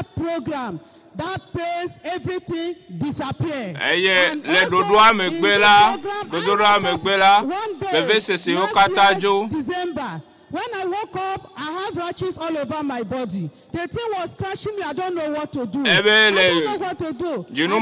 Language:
Ewe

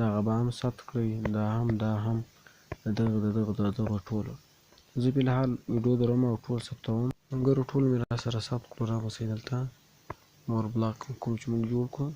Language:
Pashto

